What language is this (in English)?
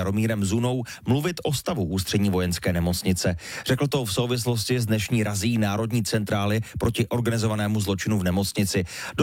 Czech